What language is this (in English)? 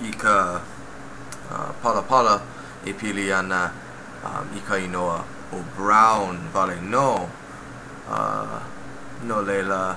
Hawaiian